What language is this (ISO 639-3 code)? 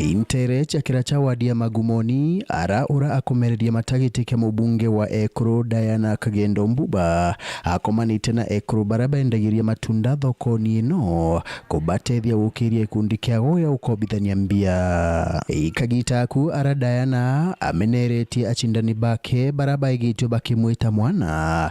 mer